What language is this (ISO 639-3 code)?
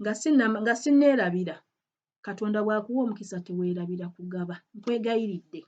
lug